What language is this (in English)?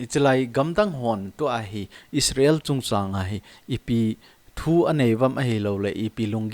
Thado Chin